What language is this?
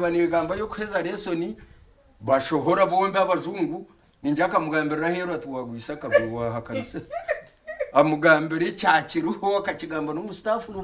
Nyankole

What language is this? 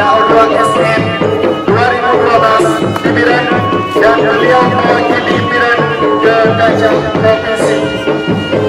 Indonesian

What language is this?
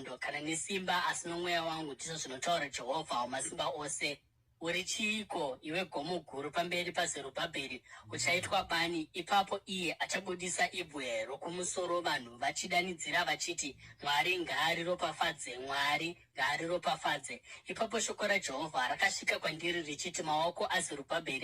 Shona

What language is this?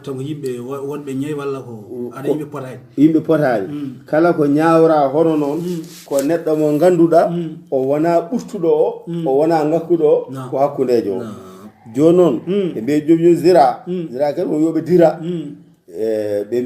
Fula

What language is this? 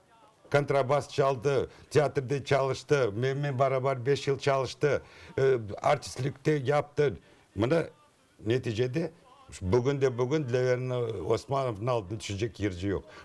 Crimean Tatar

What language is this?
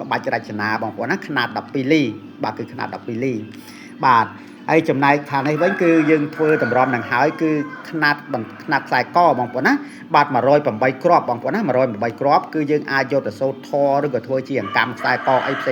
Khmer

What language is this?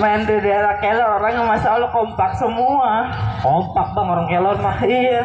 Betawi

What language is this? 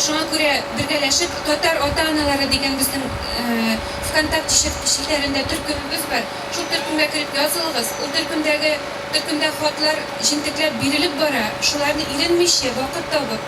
Tatar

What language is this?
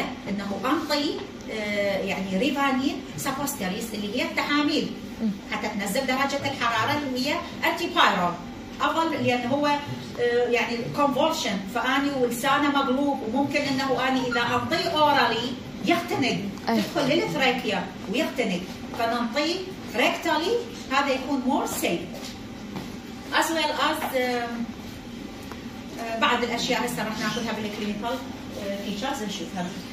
Mesopotamian Arabic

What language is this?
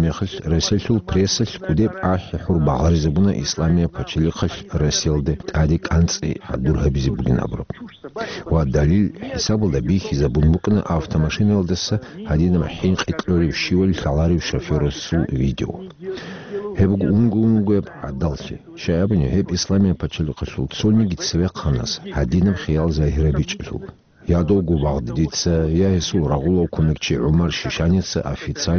Avaric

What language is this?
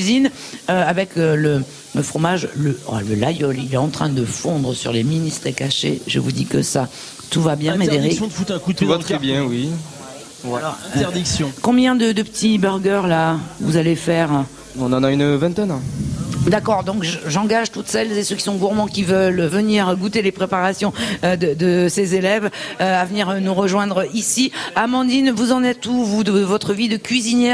French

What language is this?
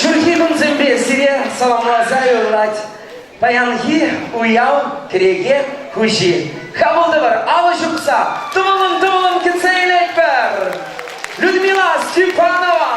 Chuvash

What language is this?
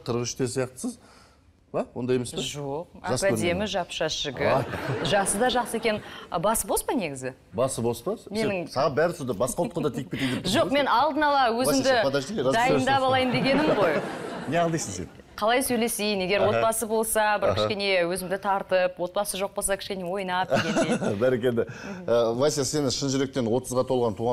Kazakh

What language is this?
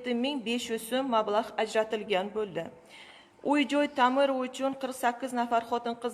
Uzbek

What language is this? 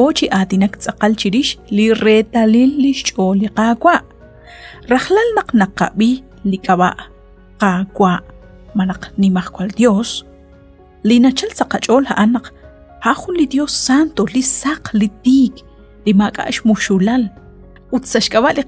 Kekchí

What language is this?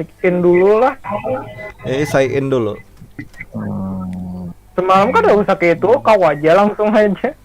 Banjar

